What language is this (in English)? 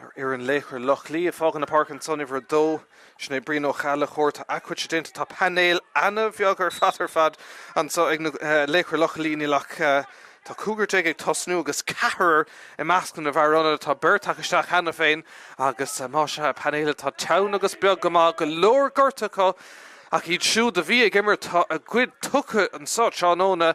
Irish